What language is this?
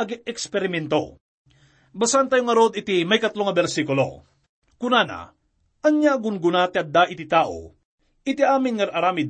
Iloko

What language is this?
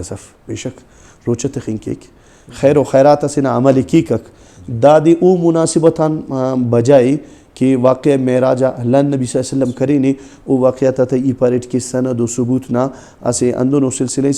Brahui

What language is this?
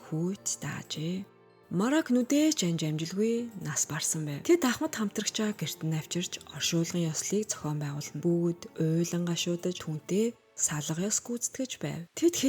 Mongolian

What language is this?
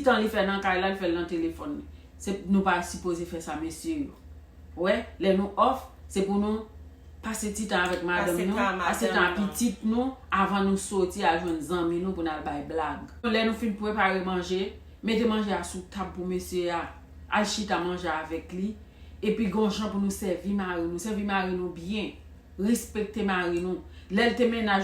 Haitian Creole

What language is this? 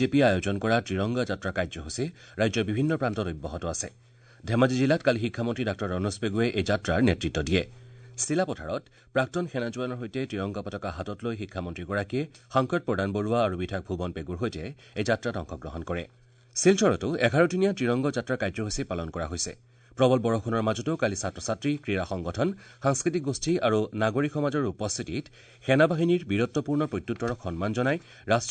Assamese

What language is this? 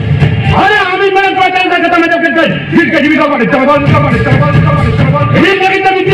Santali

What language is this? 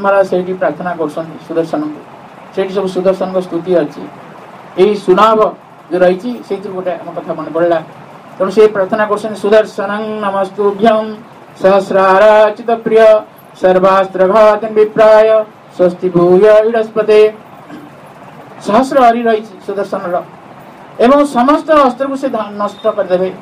Odia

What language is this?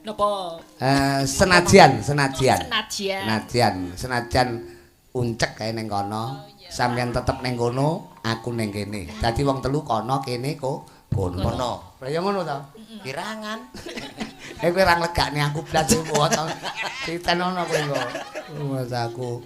Javanese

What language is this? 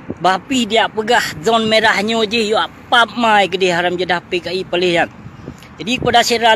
Achinese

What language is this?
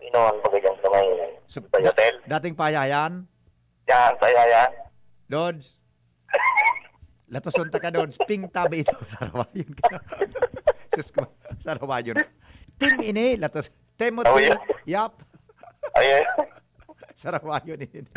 Bikol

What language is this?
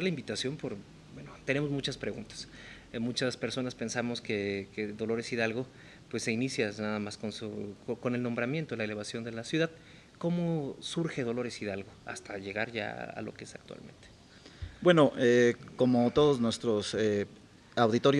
Spanish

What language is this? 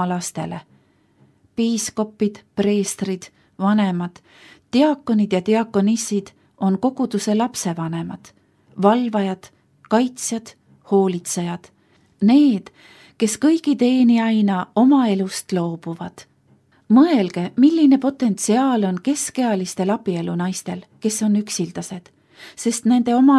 Estonian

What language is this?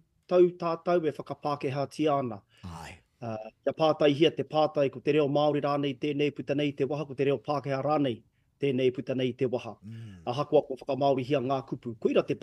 Māori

